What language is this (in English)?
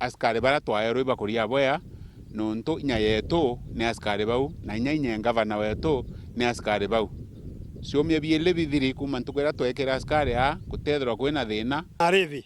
Meru